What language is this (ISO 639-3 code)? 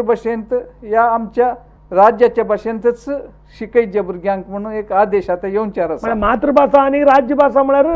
kok